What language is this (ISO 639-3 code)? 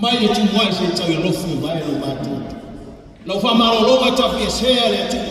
smo